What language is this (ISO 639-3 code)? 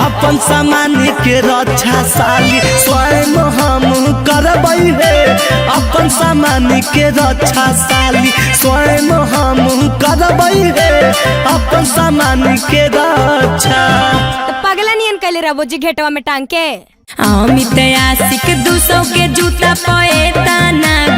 mag